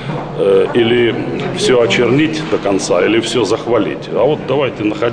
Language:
Russian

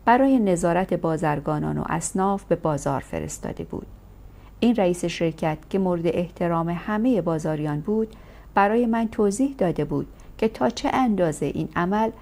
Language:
Persian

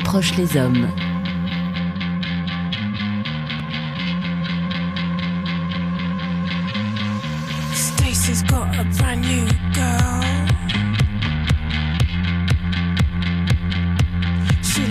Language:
French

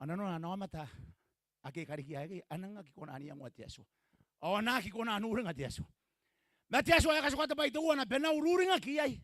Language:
Gilbertese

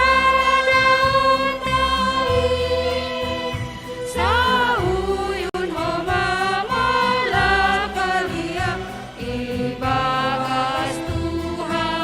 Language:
Batak Simalungun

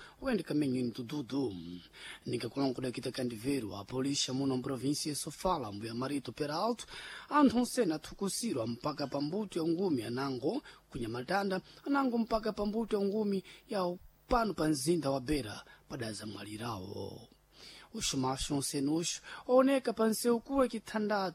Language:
Sena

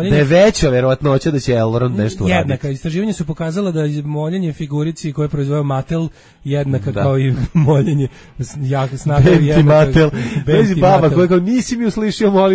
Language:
Serbian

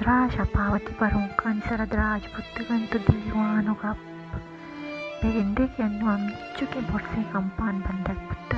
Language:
Baluchi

